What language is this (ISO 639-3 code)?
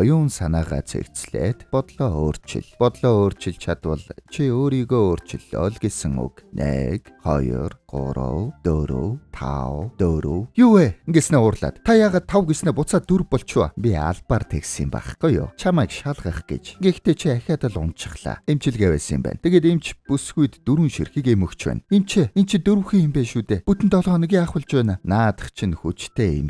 mon